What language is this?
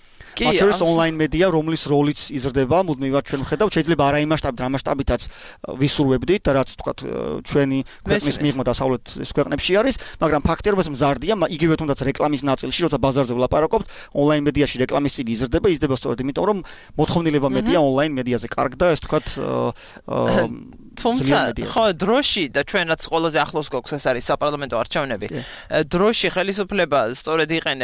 Georgian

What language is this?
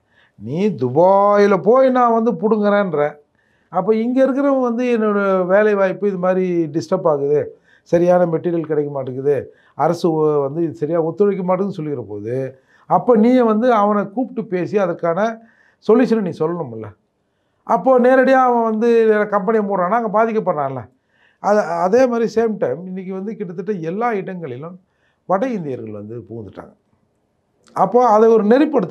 Tamil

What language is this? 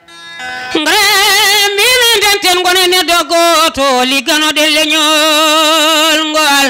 Fula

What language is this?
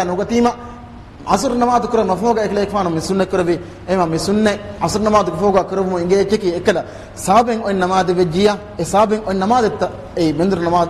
Divehi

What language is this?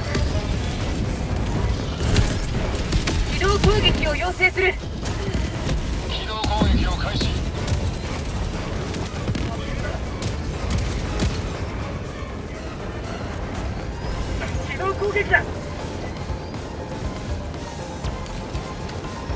Japanese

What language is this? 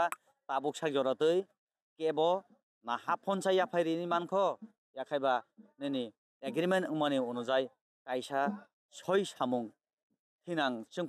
Kok Borok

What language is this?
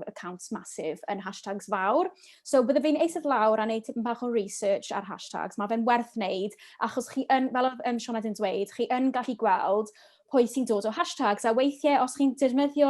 Welsh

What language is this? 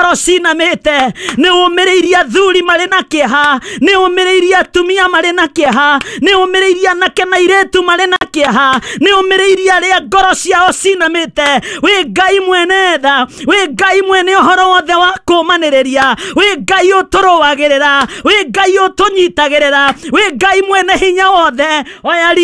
Kikuyu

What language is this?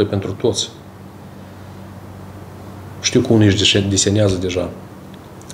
Romanian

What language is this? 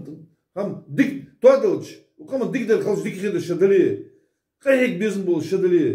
Ingush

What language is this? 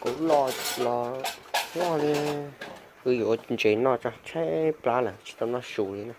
Hmong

